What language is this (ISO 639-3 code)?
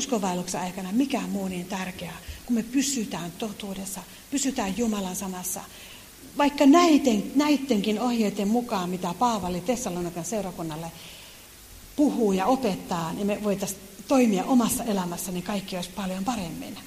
fin